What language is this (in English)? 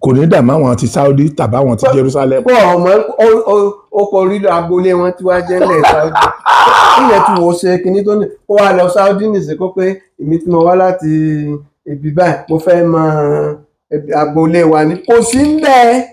Yoruba